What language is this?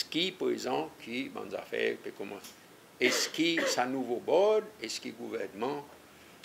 Seselwa Creole French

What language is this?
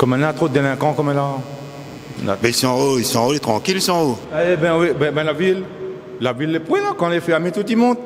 Réunion Creole French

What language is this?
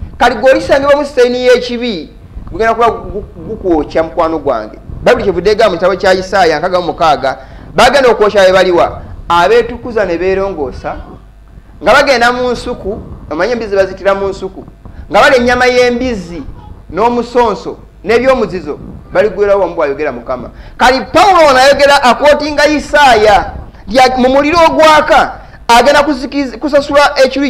Ganda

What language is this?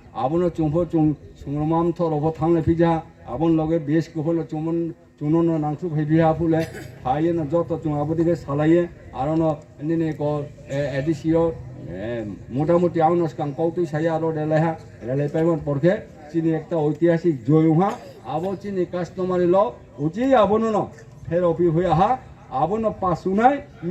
Riang (India)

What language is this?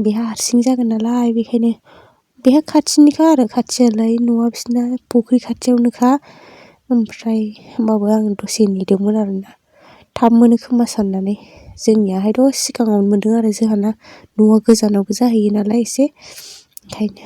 Bodo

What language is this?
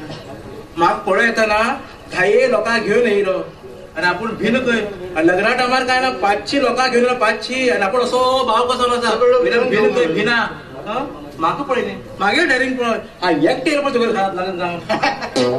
Konkani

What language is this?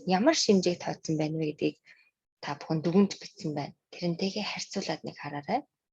Mongolian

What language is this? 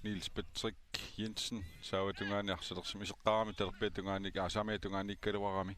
Kalaallisut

